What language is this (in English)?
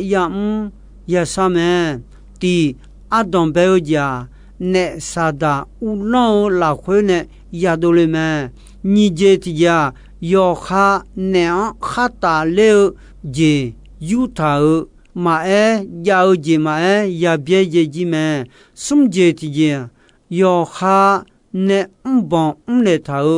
Akha